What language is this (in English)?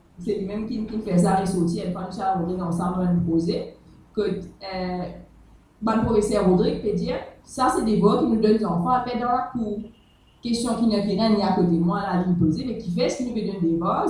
Morisyen